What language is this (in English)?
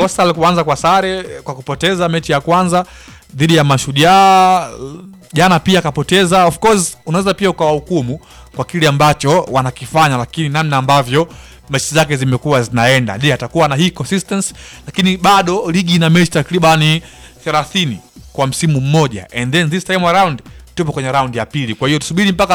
Swahili